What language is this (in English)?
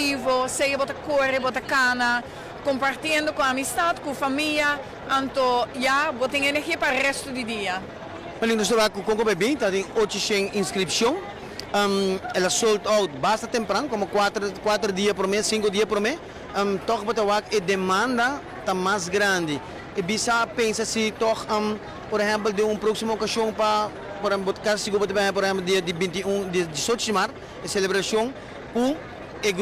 Papiamento